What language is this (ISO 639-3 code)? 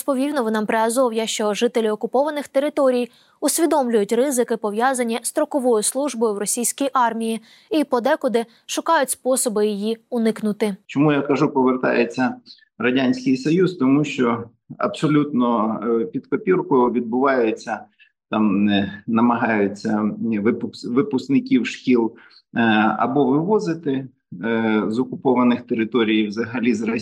ukr